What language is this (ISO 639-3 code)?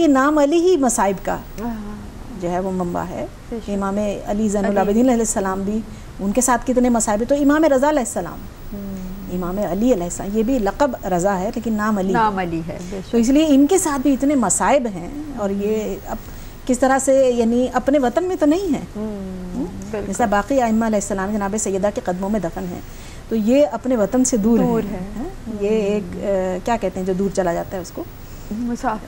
urd